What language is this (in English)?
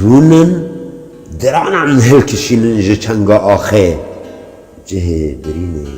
Kurdish